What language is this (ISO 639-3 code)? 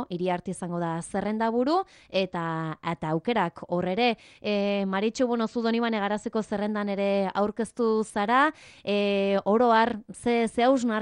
eus